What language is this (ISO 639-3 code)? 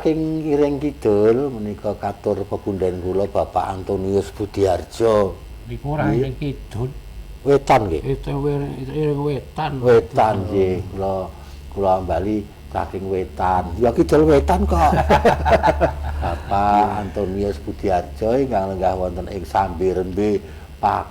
jav